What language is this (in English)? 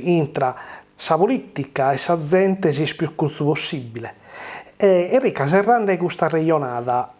Sardinian